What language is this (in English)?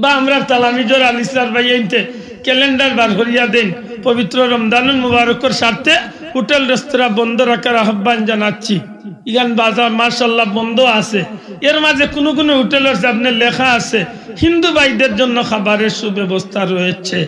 Sylheti